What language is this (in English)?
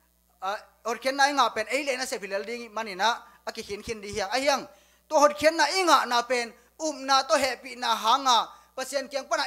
Tedim Chin